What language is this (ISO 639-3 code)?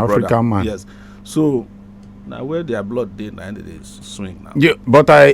pcm